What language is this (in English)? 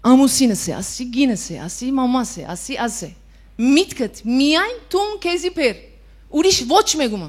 Western Armenian